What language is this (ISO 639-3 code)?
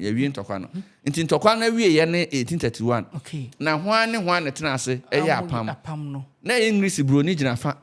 aka